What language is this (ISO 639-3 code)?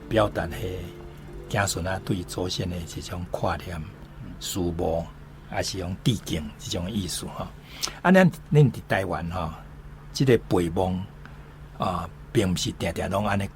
nan